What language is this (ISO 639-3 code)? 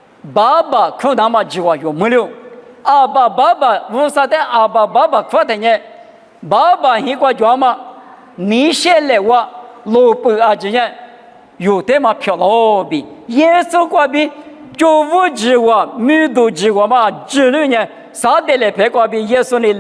lis